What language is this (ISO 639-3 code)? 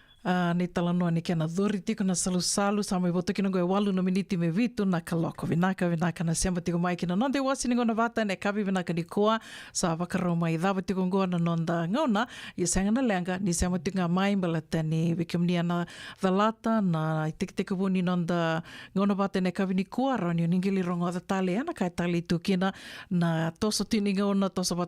fij